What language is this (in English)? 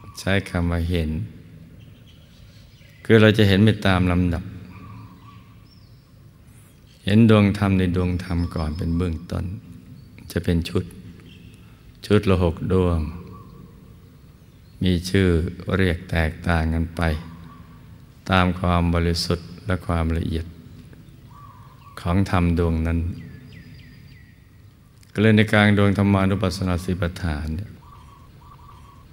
Thai